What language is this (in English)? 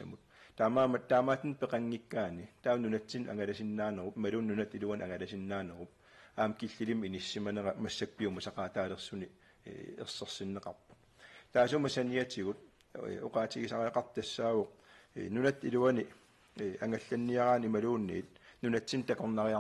Kalaallisut